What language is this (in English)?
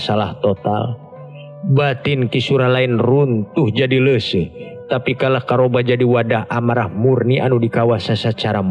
Sundanese